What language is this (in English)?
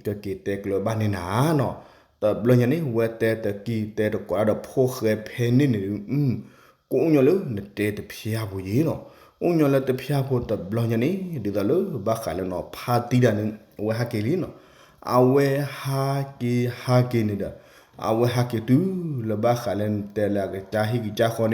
S'gaw Karen